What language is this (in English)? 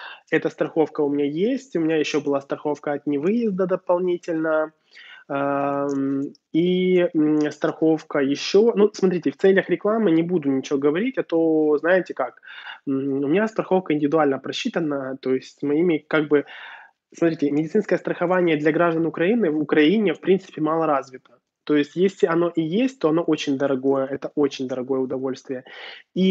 Russian